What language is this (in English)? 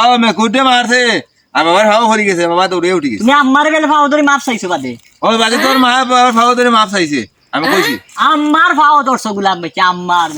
Sylheti